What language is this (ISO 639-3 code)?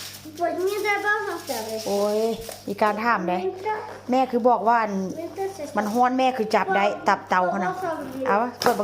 tts